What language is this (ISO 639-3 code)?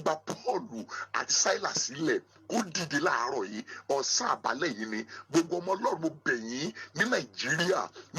yor